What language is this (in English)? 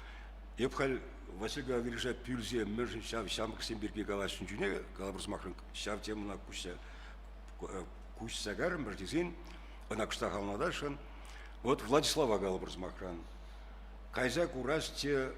Chuvash